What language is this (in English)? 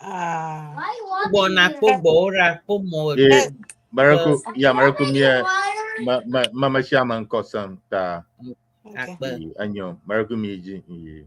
Ewe